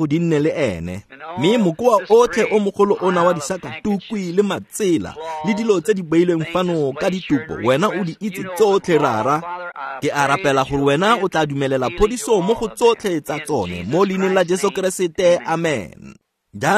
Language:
Tswana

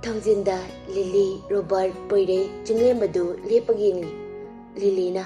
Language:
Manipuri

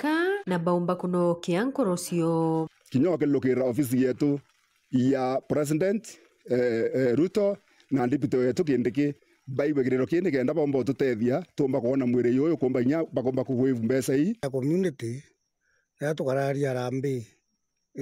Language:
Meru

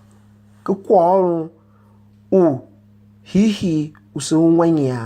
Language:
Tiv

